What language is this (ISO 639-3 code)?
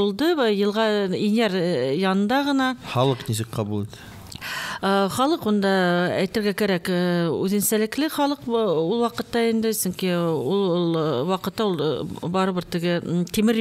bak